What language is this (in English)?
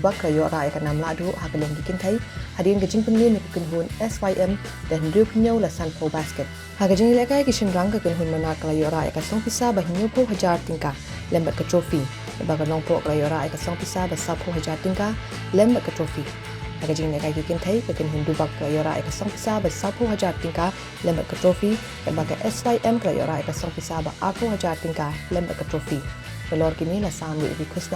Khasi